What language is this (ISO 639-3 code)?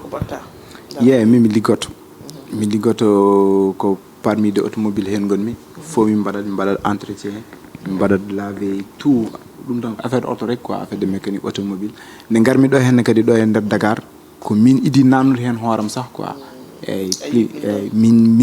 ful